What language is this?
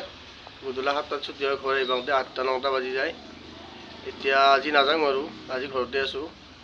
Assamese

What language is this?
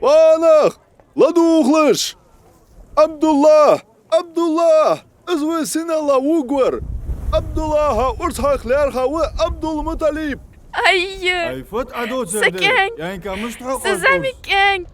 Ingush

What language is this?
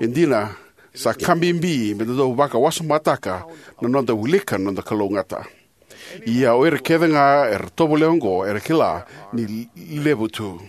Fijian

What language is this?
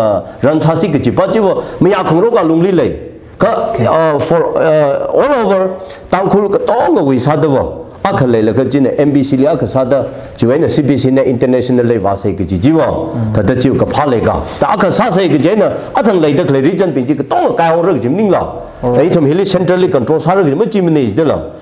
Tangkhul Naga (India)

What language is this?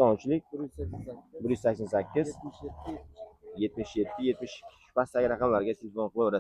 Uzbek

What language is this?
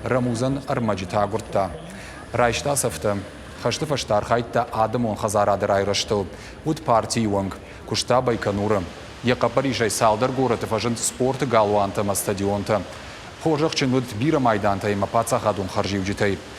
Ossetic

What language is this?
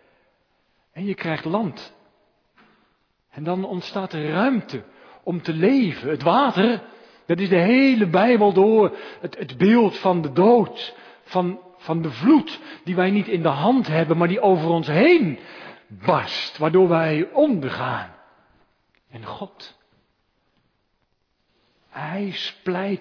Dutch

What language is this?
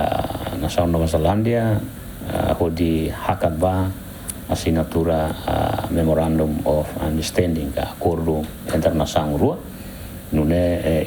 Tetum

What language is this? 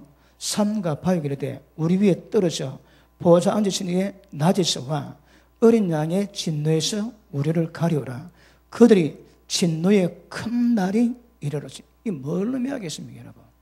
Korean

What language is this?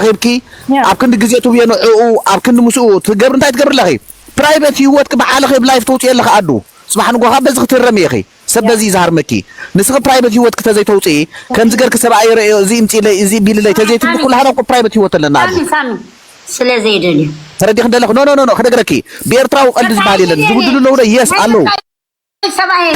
Tigrinya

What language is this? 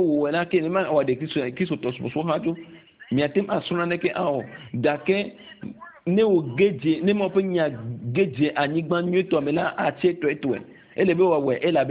Ewe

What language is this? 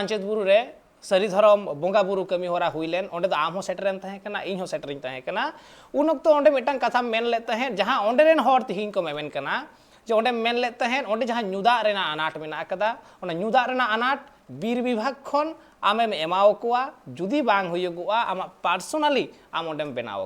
Santali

